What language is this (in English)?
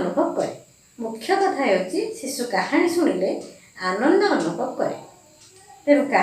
Odia